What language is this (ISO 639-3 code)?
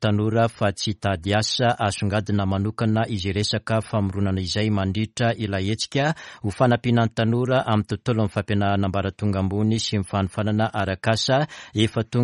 mlg